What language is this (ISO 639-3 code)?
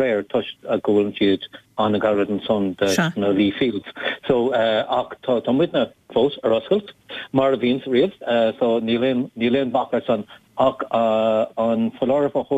gle